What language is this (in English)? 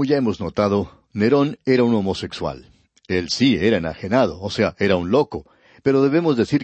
Spanish